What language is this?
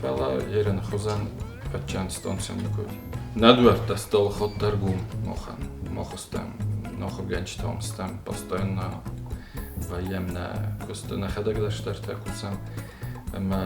Ossetic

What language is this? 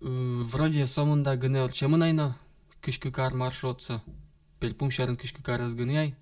Udmurt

